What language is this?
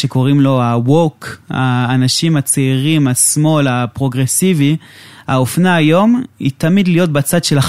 Hebrew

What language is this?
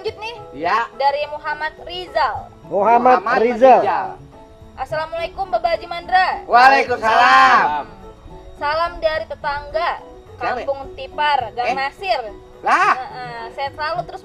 Betawi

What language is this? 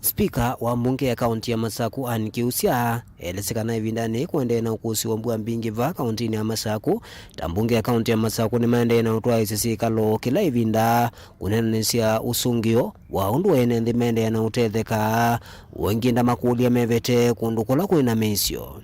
Kamba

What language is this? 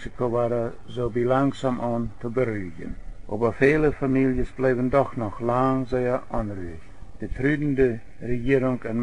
Plautdietsch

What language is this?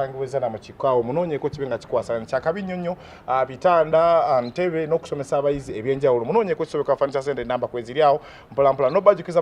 Ganda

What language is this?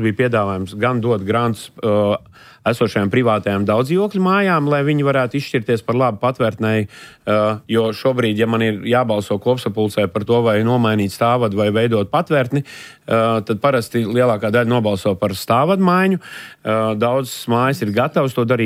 Latvian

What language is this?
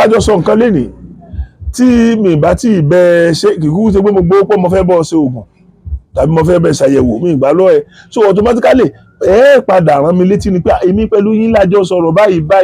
Yoruba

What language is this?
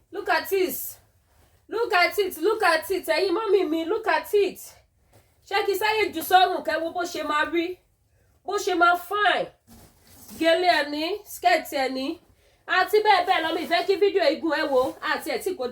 Yoruba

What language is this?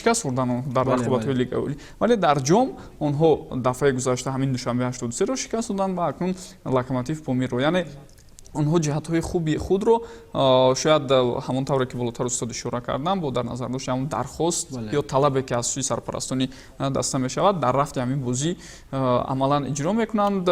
Tajik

